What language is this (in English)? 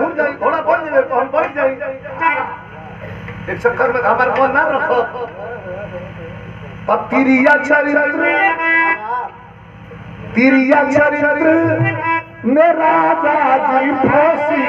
Bhojpuri